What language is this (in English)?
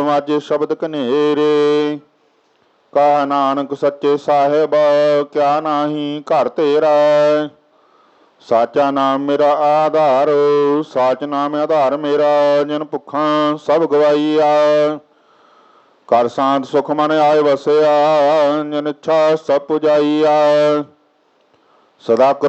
Punjabi